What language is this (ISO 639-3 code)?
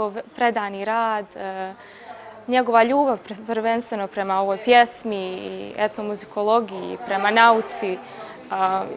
bos